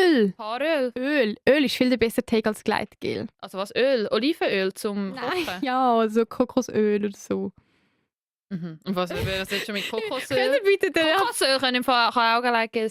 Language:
Swiss German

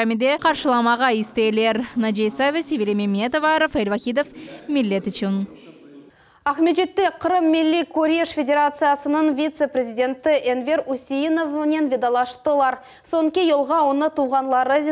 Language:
Crimean Tatar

